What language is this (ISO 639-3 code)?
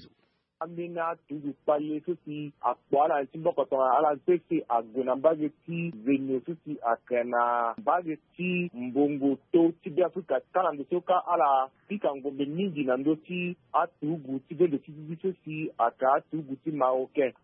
sag